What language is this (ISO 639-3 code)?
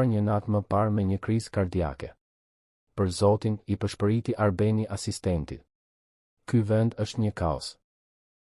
sqi